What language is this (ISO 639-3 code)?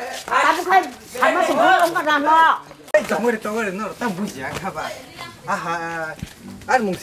trp